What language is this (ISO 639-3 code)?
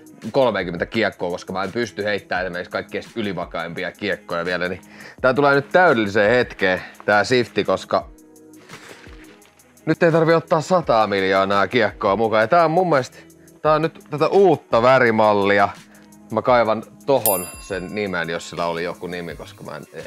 fin